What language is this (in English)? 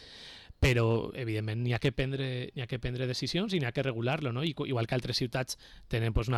Catalan